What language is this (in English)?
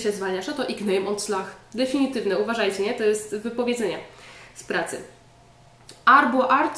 Polish